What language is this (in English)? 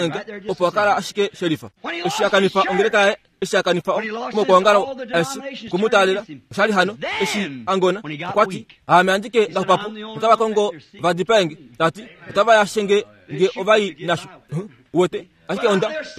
Kuanyama